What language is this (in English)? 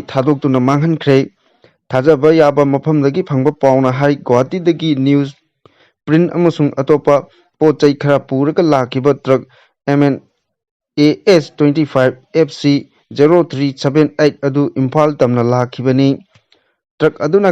Manipuri